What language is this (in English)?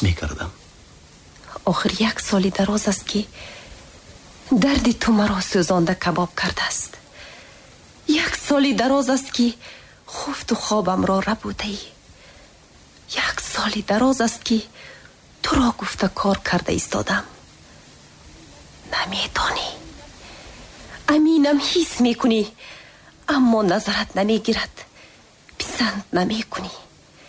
Tajik